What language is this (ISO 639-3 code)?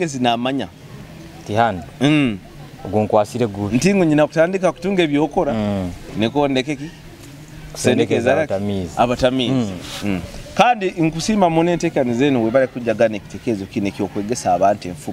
nyo